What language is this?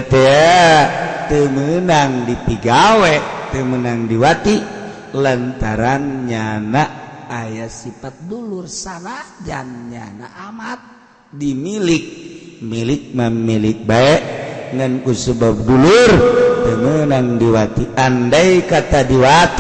Sundanese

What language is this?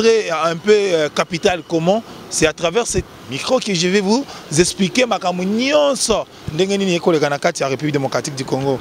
Lingala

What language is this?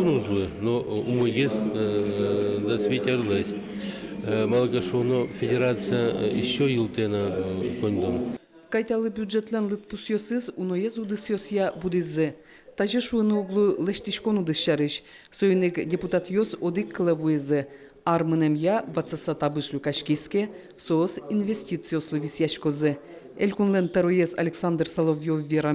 Udmurt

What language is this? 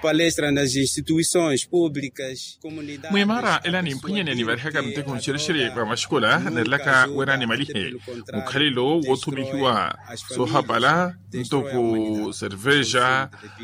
Makhuwa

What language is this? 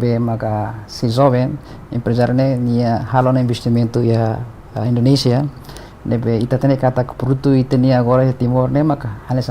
Tetum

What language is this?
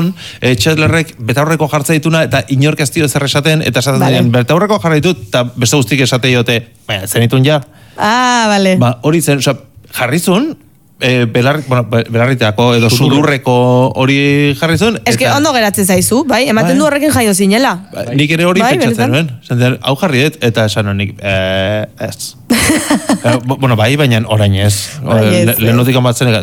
Basque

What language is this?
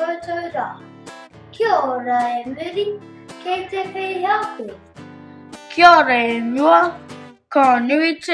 Māori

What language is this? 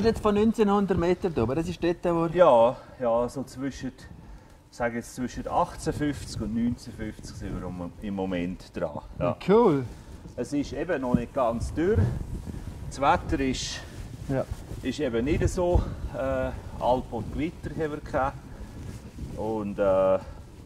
Swiss German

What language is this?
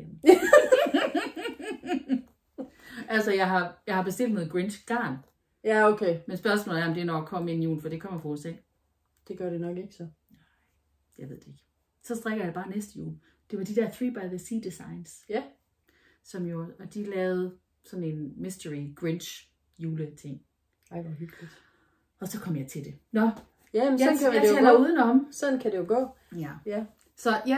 Danish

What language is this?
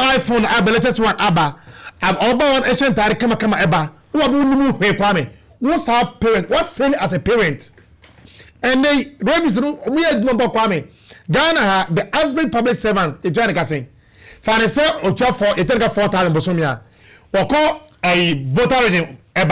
Akan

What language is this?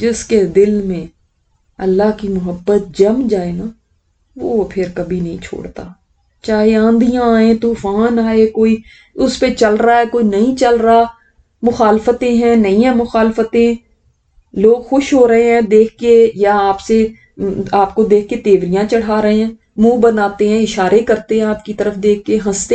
Urdu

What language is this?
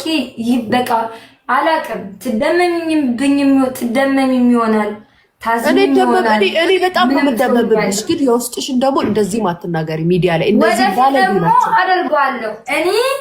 Amharic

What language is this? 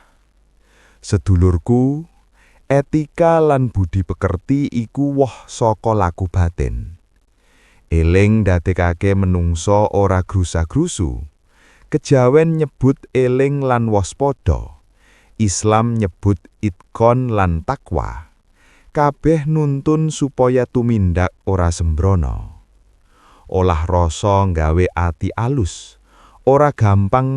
Javanese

